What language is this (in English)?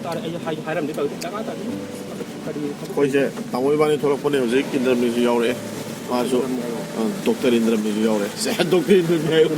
Manipuri